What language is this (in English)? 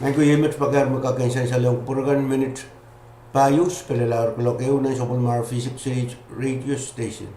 Pohnpeian